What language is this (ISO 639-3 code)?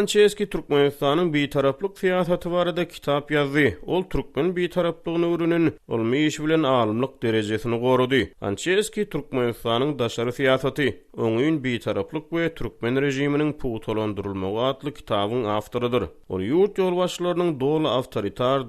tuk